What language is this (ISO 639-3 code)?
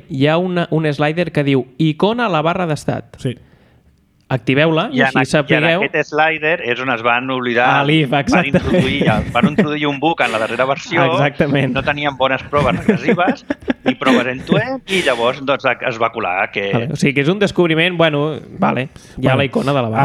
cat